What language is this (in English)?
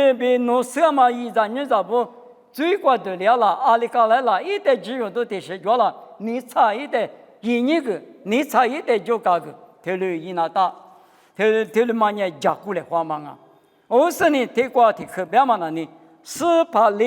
Lisu